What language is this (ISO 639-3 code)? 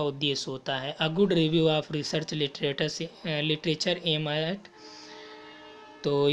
hin